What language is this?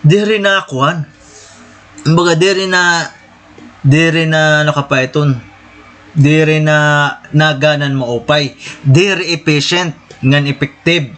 Waray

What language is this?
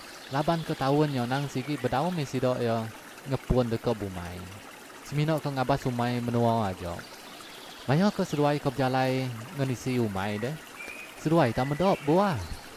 Iban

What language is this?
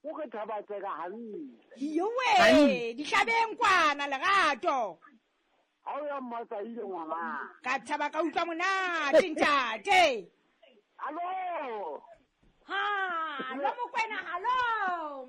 Southern Sotho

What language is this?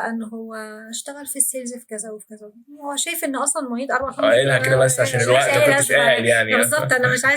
Egyptian Arabic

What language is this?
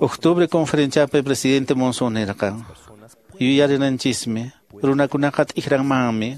Quechua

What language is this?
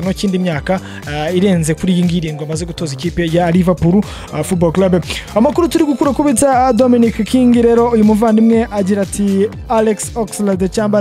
Kinyarwanda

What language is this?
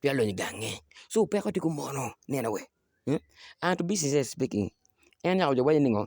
Acoli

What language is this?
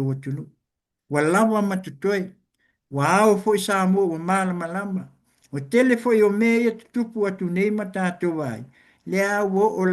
Samoan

